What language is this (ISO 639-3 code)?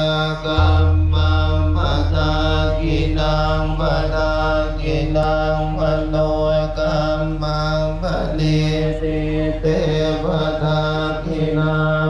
pli